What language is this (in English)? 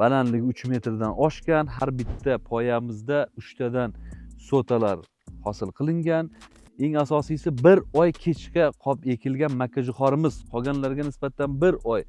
Uzbek